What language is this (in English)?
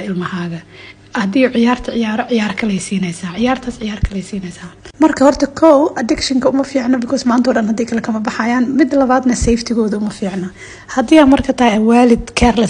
Somali